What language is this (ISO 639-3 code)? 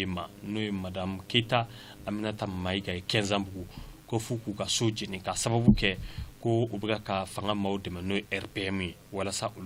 bam